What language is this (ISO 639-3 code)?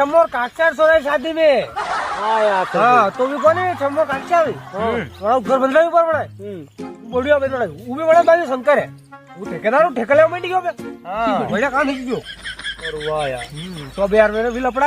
raj